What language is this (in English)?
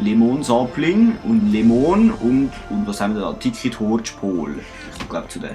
Swiss German